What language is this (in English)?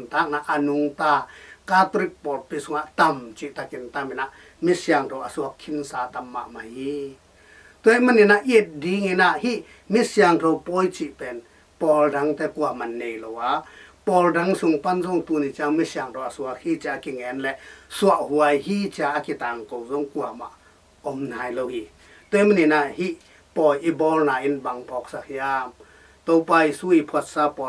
Tedim Chin